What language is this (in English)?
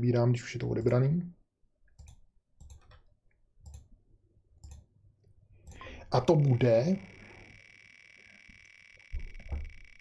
Czech